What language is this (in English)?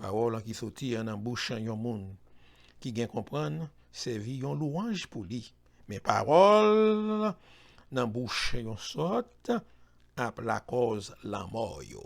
Haitian Creole